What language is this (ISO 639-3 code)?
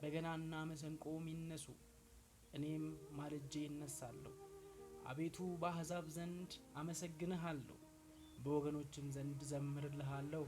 amh